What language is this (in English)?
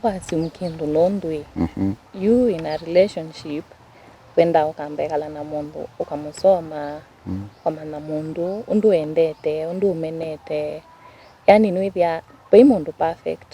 Kamba